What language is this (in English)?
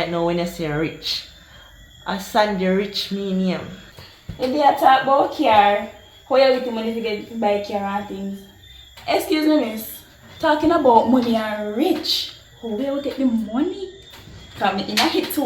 Jamaican Creole English